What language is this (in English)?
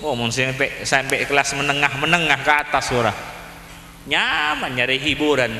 Madurese